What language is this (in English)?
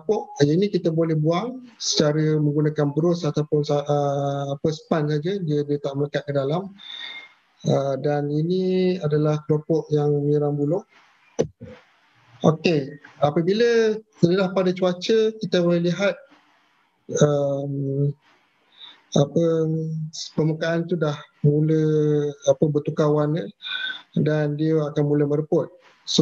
Malay